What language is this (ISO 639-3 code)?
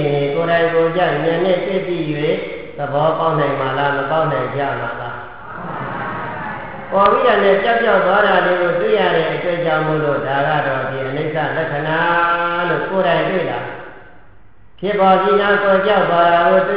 mya